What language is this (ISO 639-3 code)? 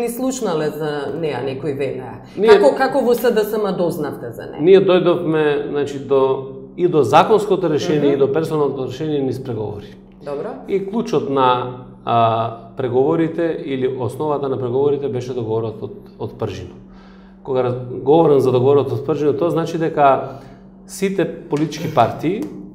mkd